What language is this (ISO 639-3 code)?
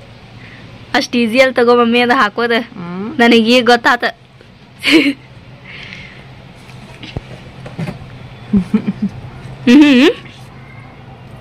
kan